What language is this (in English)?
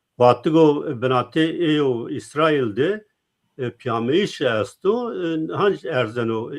Zaza